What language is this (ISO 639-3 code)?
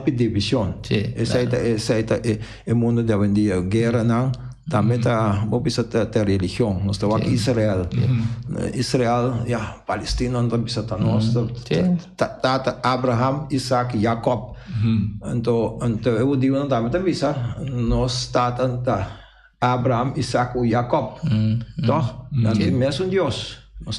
pap